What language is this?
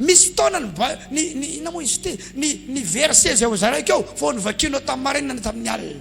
Malagasy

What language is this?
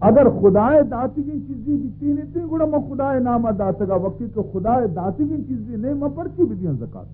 Baluchi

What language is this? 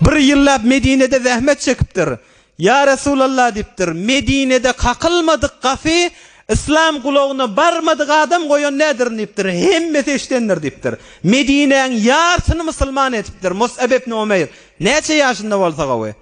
Turkmen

